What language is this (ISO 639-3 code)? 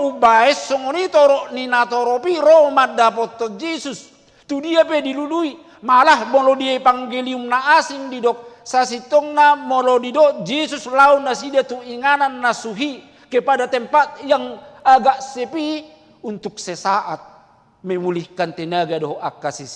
bbc